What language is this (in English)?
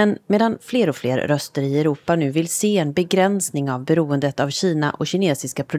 Swedish